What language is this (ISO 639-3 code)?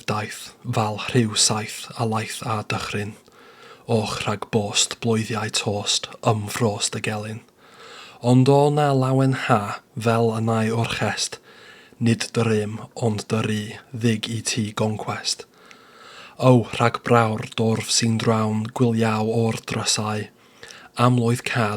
cym